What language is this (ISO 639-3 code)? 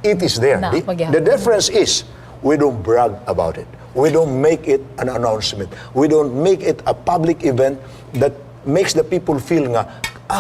ceb